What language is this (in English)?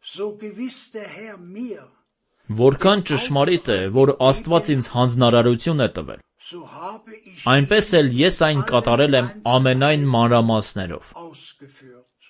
Armenian